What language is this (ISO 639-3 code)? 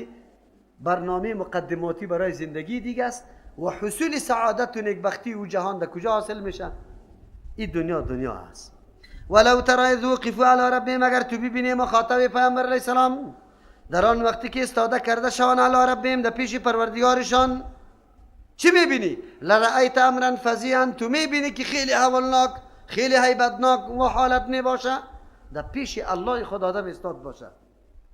fas